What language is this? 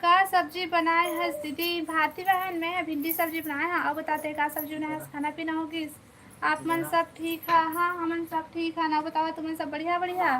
Chhattisgarhi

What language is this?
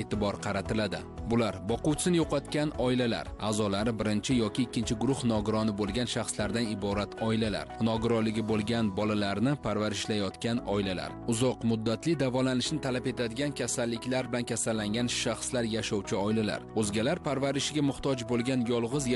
Uzbek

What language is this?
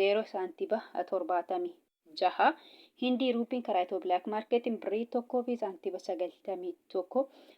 Oromo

